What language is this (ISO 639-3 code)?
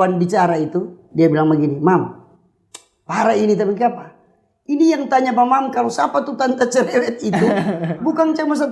xmm